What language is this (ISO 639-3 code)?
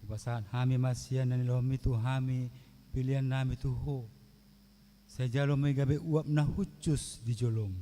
bbc